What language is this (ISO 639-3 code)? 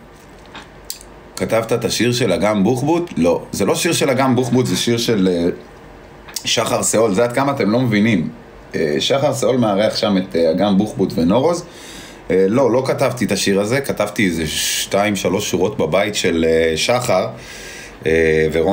heb